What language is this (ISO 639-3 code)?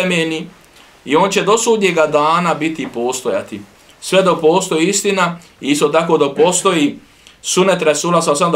bos